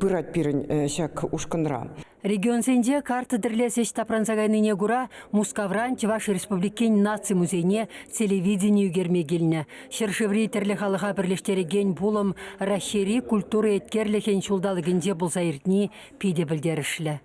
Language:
Chuvash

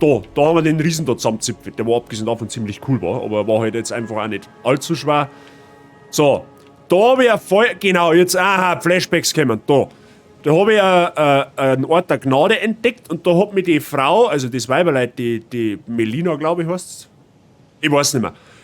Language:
Bavarian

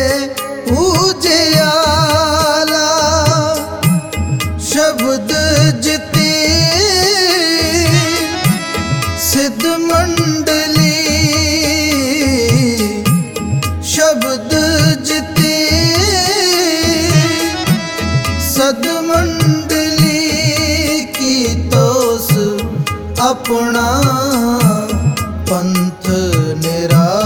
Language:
Hindi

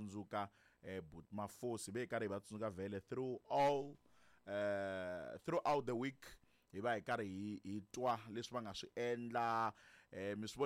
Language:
Tsonga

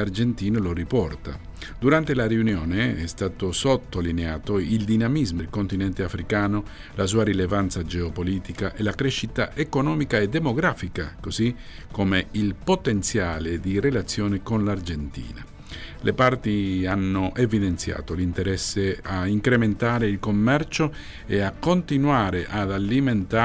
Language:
Italian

